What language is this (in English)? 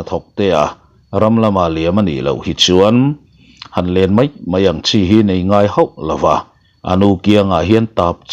Mizo